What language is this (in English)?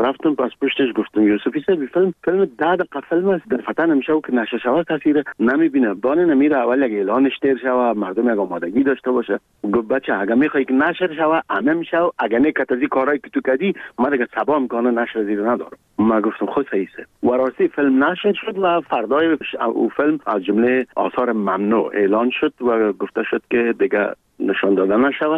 Persian